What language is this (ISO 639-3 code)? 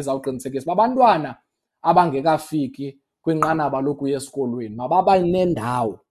xho